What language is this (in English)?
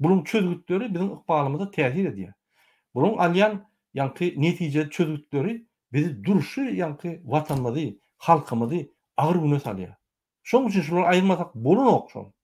Turkmen